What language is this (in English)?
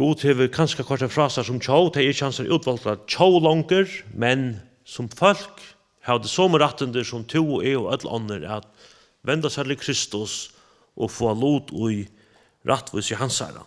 Faroese